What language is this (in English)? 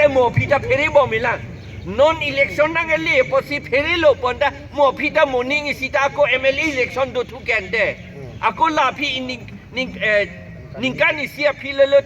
Karbi